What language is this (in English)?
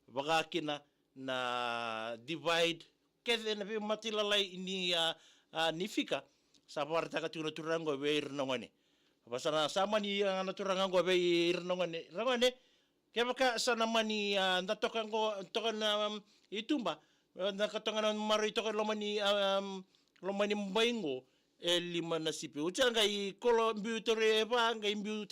Fijian